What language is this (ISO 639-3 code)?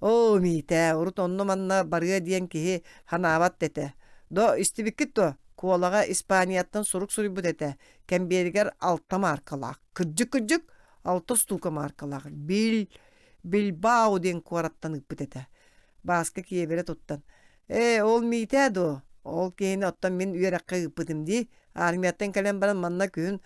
sah